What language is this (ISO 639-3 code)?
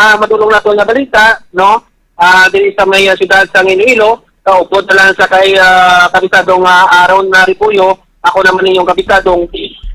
hil